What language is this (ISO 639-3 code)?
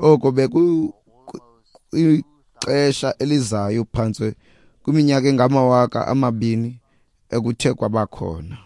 xho